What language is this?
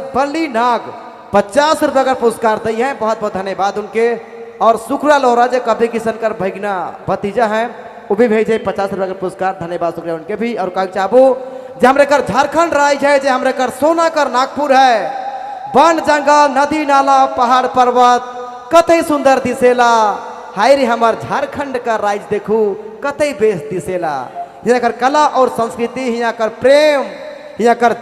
Sadri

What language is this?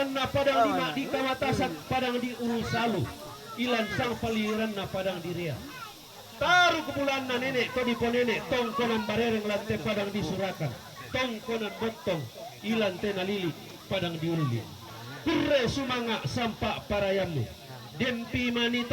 Toraja-Sa'dan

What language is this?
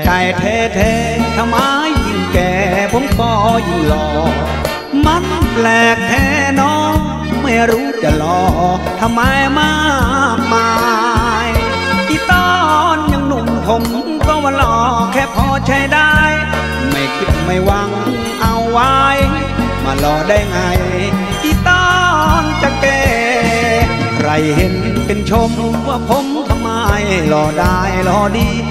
Thai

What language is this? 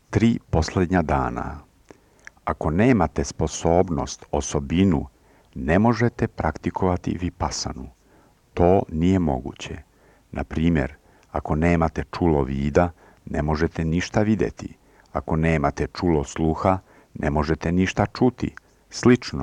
Serbian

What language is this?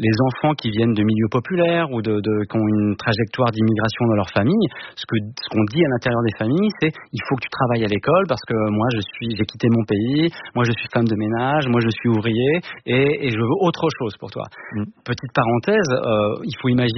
French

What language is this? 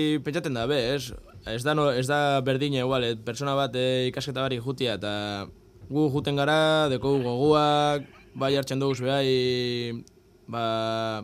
Basque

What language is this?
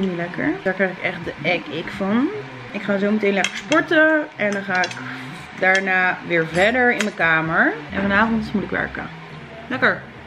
Dutch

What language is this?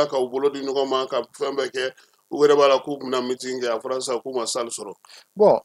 Bambara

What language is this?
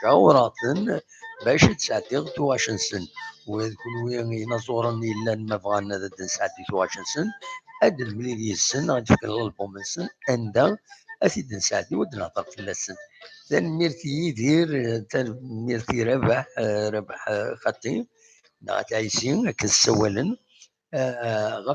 Kabyle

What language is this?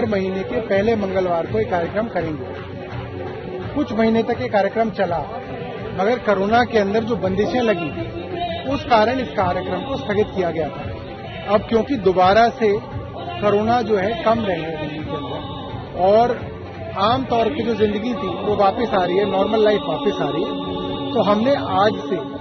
Hindi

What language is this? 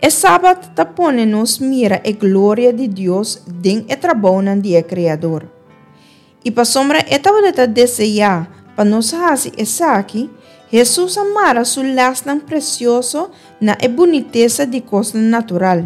Papiamento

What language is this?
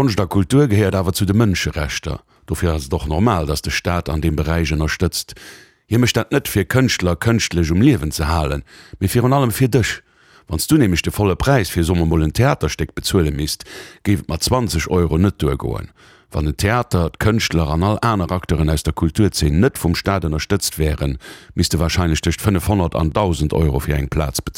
Luxembourgish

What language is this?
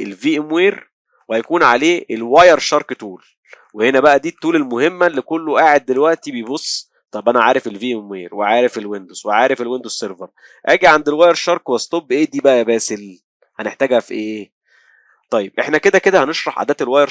Egyptian Arabic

